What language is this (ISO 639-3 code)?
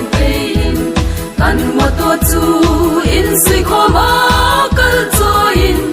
hmr